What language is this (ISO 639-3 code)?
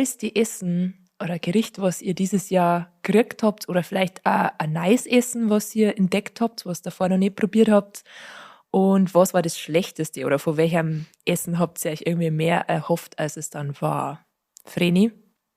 bar